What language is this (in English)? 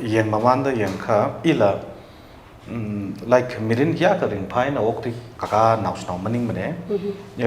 Tangkhul Naga (India)